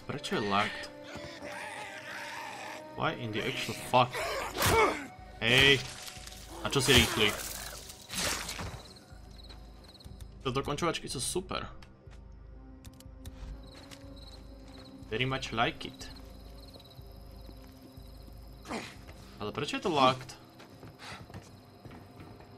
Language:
Slovak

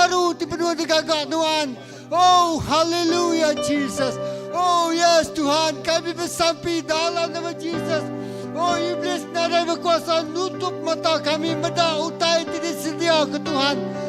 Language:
Iban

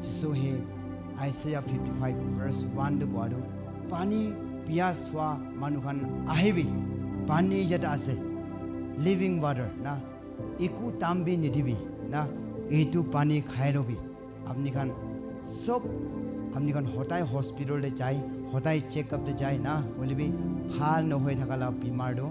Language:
Naga Pidgin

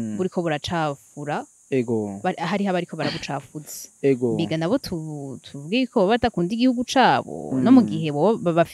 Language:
Rundi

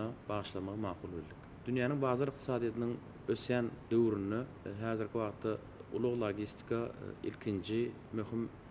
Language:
Turkmen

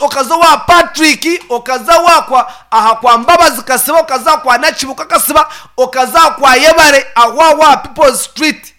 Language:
Nyankole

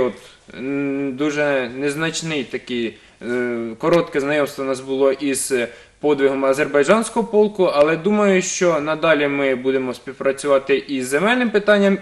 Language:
Ukrainian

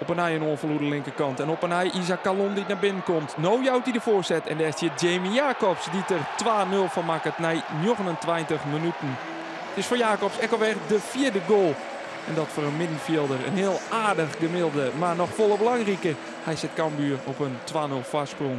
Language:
Western Frisian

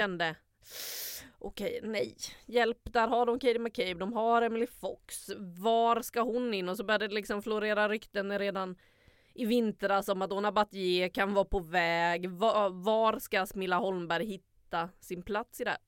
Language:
Swedish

